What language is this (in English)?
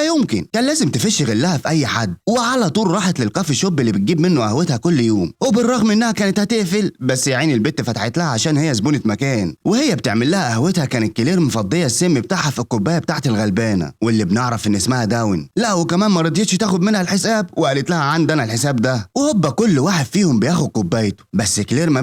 Egyptian Arabic